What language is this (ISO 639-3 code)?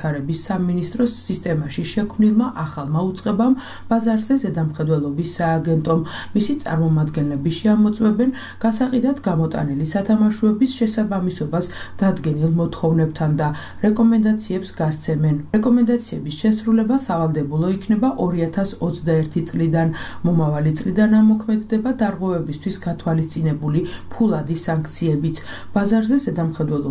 kat